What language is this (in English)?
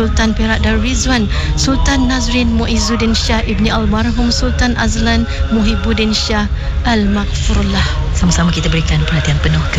Malay